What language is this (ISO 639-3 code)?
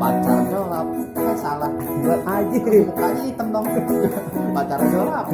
bew